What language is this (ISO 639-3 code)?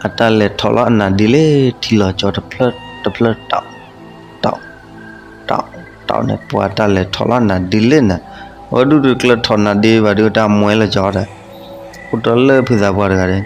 ksw